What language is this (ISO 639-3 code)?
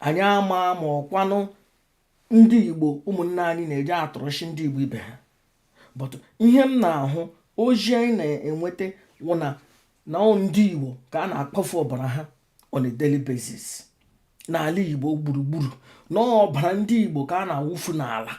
ibo